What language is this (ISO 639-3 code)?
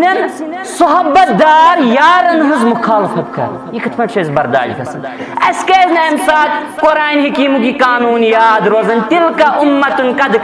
kas